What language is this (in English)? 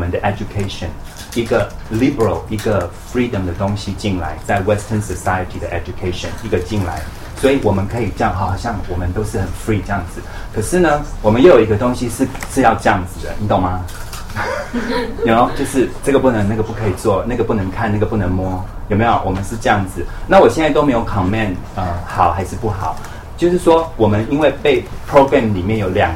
Chinese